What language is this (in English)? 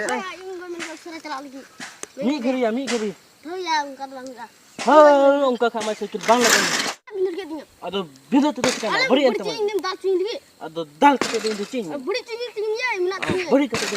Santali